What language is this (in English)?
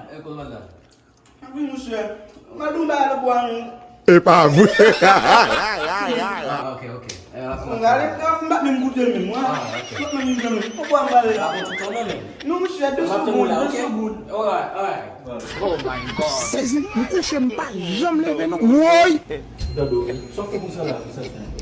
Haitian Creole